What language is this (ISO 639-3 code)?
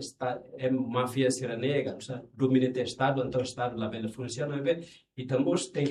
tet